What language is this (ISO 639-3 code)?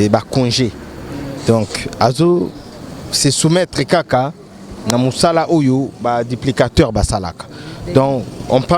lin